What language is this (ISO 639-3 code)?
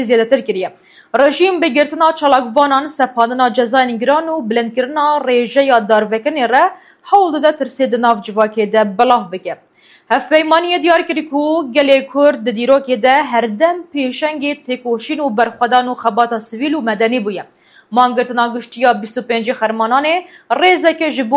kur